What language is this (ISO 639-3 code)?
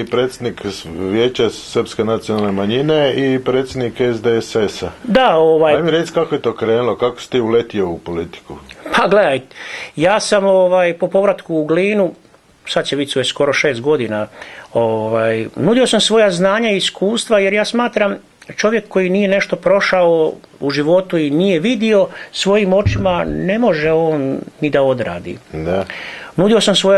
hrv